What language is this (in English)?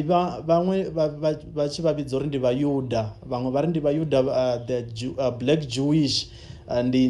Venda